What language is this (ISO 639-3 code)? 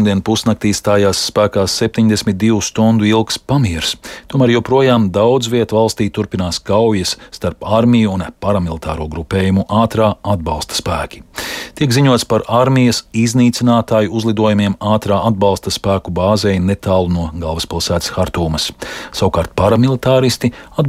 lav